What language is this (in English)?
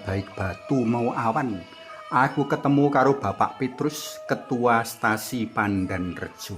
Javanese